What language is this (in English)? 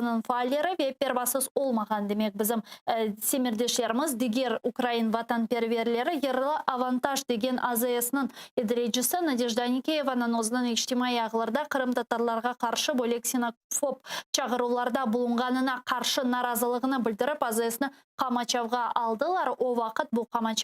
Crimean Tatar